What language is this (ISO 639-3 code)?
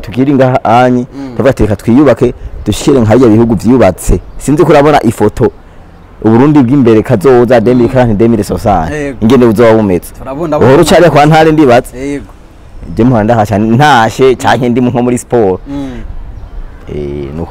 run